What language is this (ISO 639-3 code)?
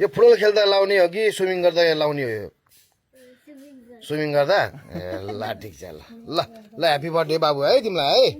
nep